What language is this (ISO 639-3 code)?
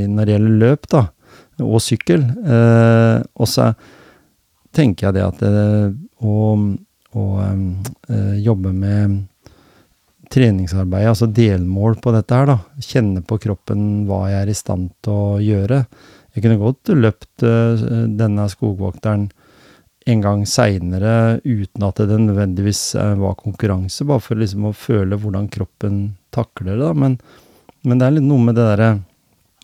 nor